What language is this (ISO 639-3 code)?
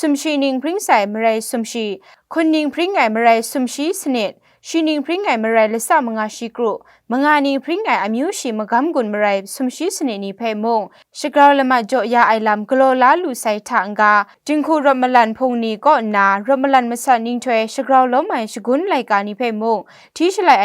kac